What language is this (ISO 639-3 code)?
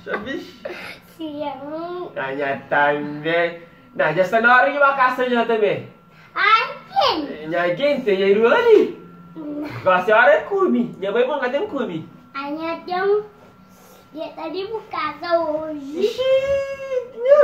kea